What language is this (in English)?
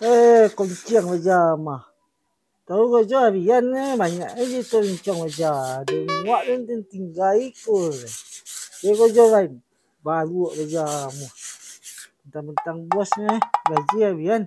Minangkabau